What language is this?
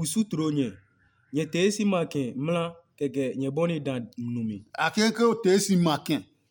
Adangme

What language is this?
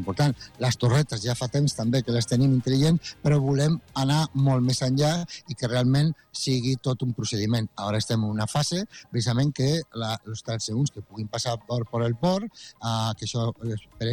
Catalan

